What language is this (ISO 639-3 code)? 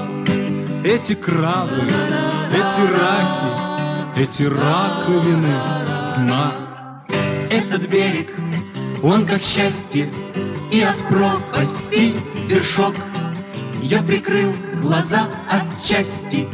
rus